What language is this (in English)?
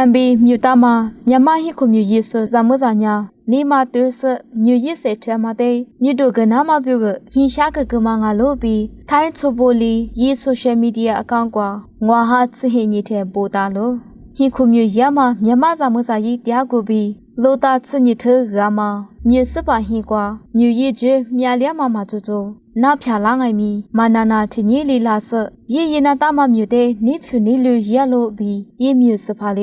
Lisu